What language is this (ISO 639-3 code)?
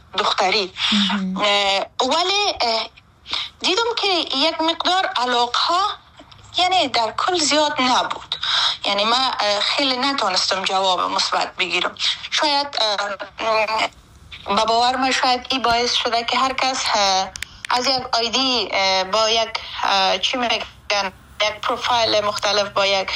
fas